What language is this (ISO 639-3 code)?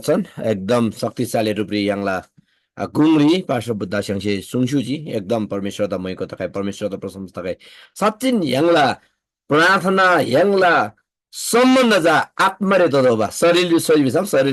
taj